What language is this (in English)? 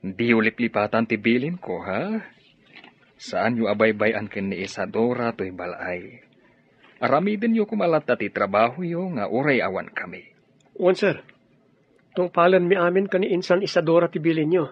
Iloko